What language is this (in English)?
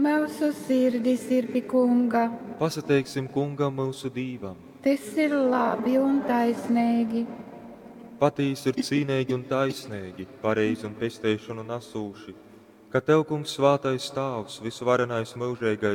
Latgalian